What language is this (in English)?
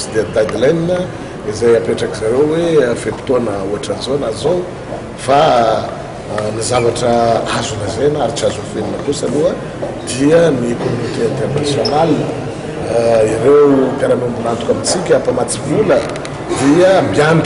Malagasy